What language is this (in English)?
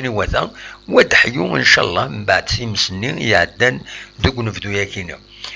Kabyle